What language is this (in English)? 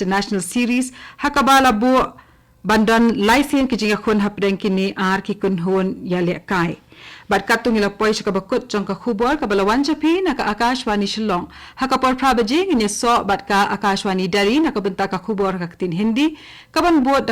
Khasi